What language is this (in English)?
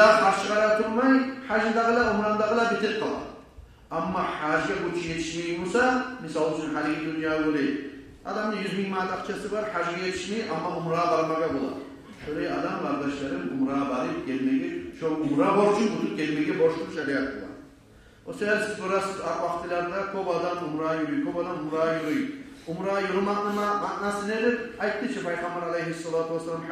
Kumyk